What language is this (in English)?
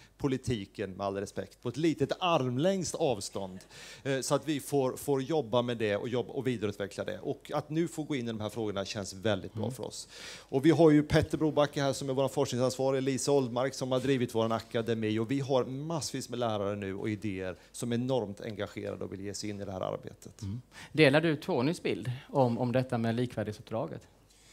Swedish